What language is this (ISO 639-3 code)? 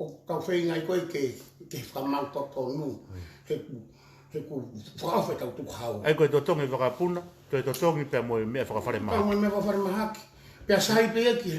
ton